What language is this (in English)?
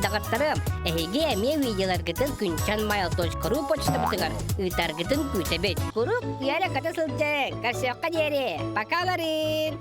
Yakut